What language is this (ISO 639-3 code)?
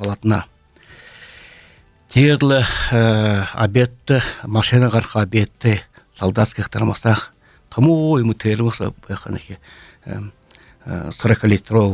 bua